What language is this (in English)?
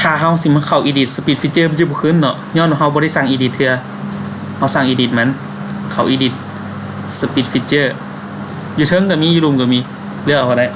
Lao